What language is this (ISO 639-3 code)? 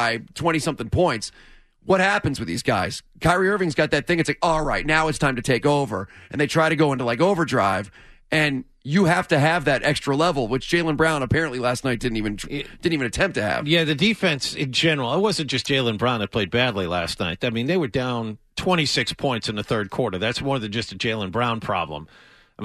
eng